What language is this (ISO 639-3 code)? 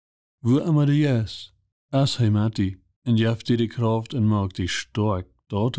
pdt